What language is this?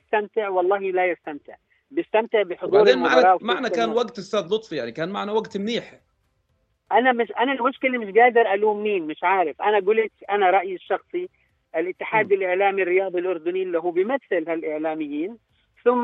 North Levantine Arabic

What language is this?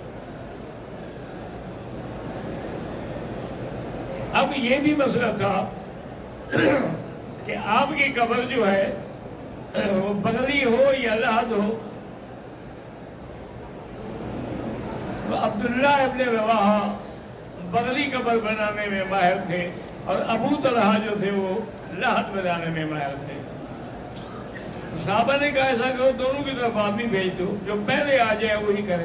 Urdu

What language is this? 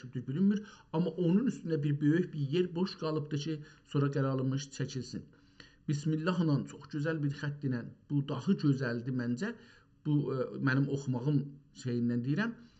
South Azerbaijani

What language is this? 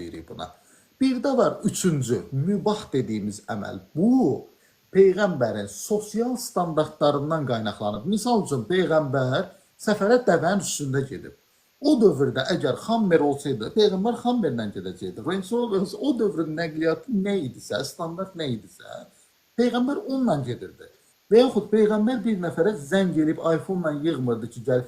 Azerbaijani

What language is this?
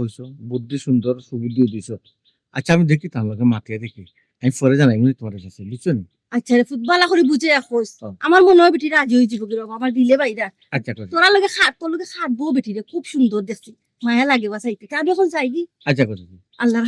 Sylheti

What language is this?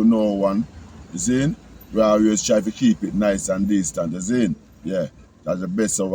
Jamaican Creole English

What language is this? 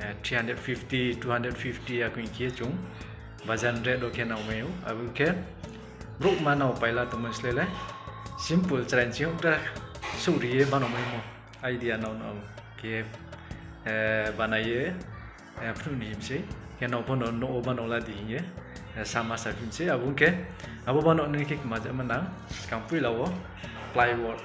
Riang (India)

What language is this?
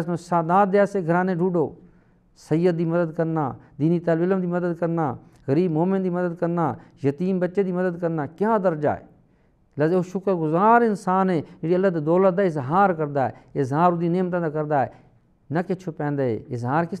Saraiki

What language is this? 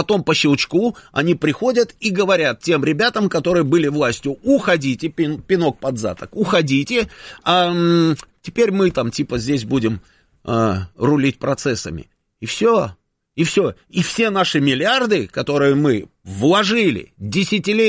Russian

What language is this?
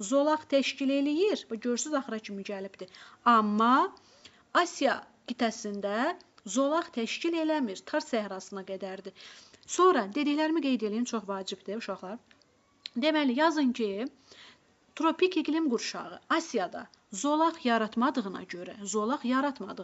Azerbaijani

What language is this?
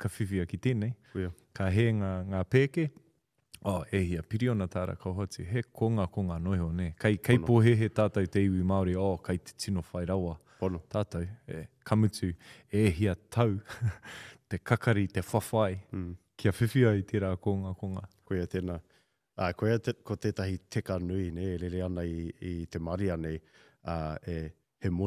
Māori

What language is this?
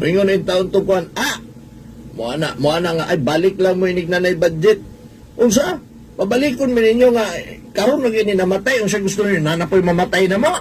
Cebuano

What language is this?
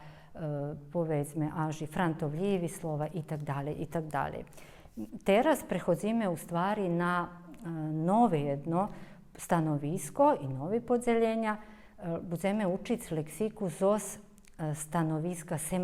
Rusyn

